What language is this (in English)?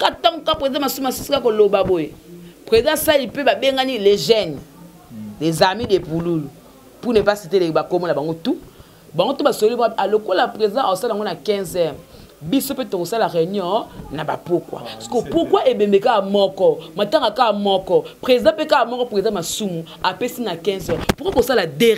Lingala